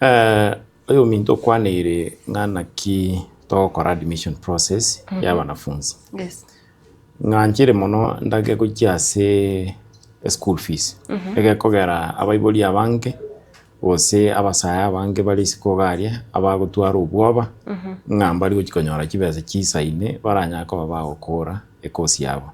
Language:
Gusii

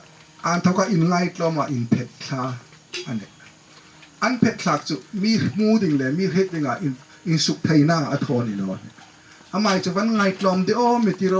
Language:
Hmar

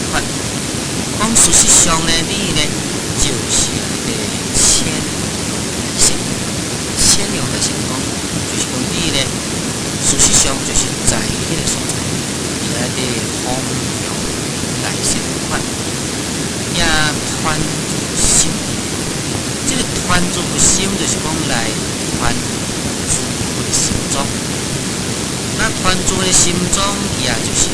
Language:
Min Nan Chinese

